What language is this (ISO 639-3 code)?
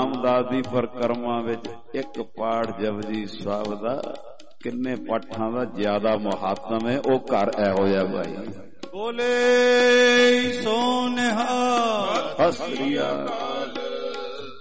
pan